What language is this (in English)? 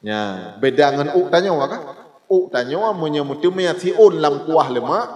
Achinese